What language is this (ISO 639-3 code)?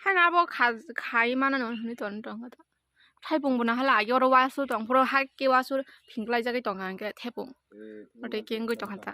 trp